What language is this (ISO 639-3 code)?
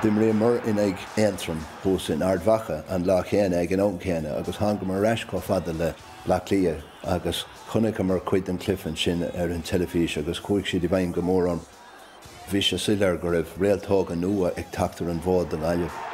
gle